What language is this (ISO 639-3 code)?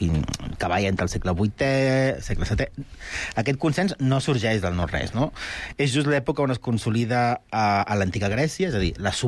cat